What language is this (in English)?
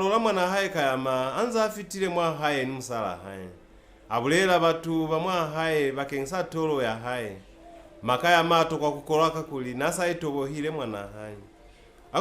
Lozi